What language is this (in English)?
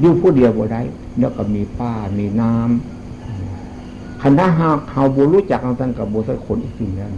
Northeastern Thai